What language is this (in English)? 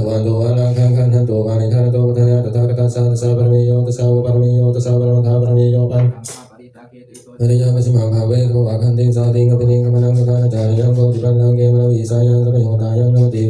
Pali